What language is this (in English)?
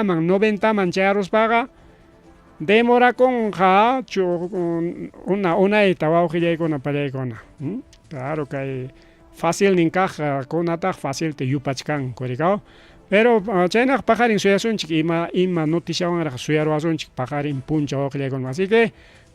Ayacucho Quechua